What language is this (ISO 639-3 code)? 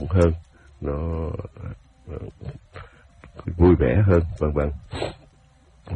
vie